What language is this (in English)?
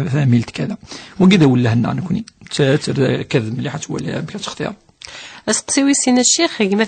Kabyle